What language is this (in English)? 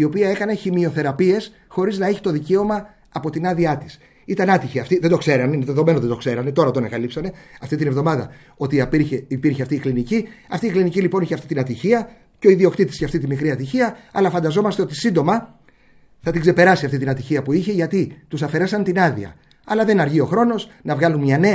Greek